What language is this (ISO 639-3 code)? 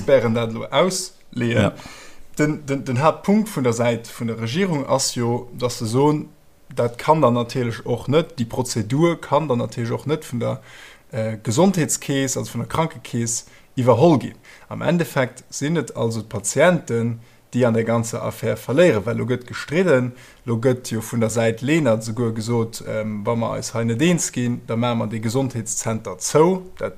ltz